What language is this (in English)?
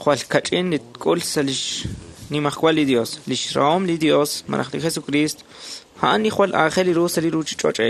Kekchí